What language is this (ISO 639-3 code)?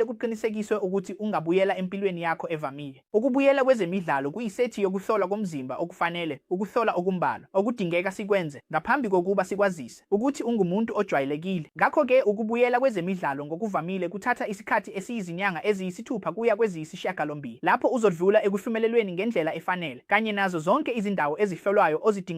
zul